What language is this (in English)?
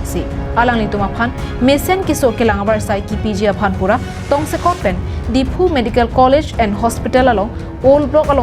Karbi